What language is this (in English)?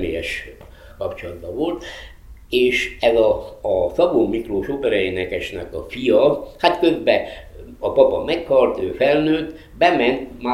Hungarian